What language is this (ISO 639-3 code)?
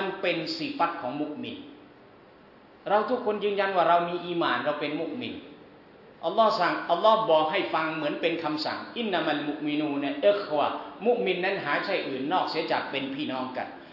tha